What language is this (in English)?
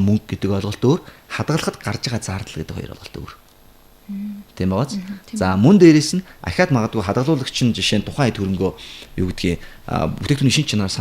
Mongolian